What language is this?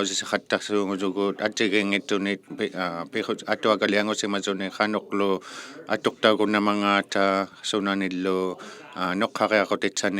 Inuktitut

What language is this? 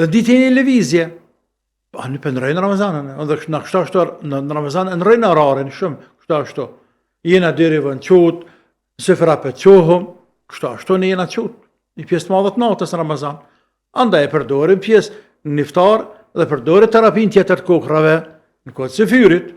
Albanian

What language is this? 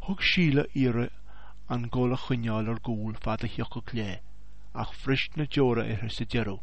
Irish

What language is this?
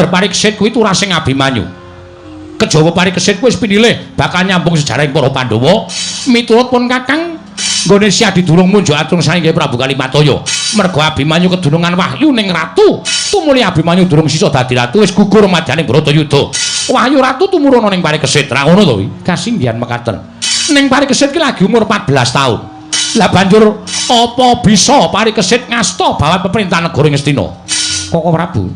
Javanese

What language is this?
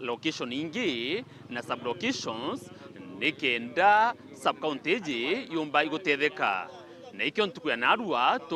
Meru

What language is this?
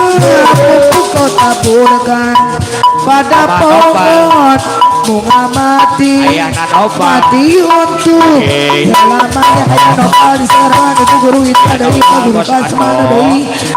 Betawi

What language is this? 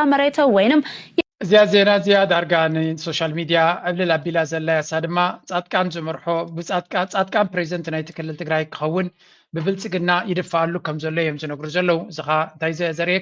Tigrinya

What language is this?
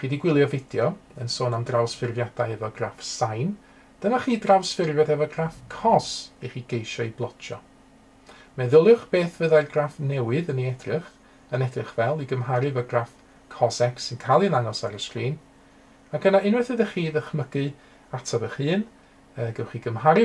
Welsh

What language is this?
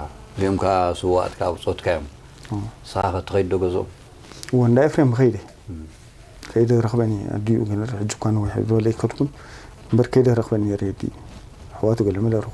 Tigrinya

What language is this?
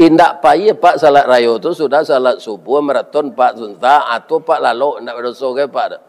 Minangkabau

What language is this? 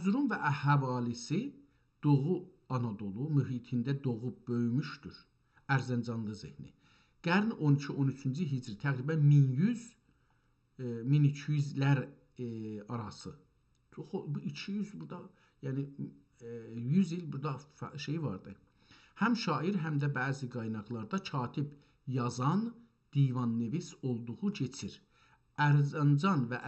South Azerbaijani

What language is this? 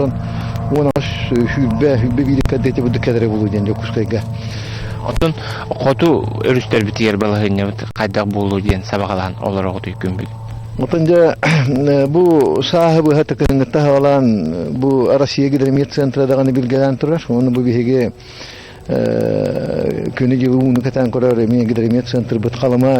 Yakut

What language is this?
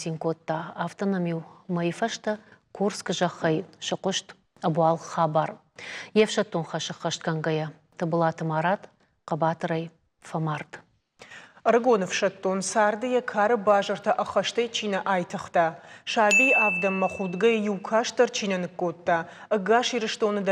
Ossetic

